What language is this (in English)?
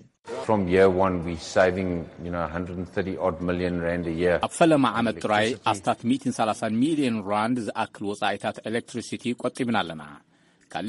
Tigrinya